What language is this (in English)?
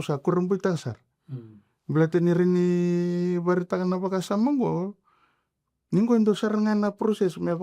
Fijian